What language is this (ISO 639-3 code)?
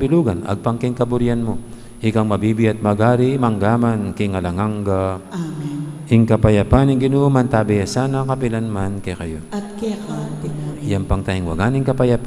pam